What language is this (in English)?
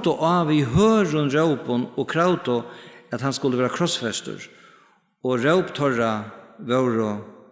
Faroese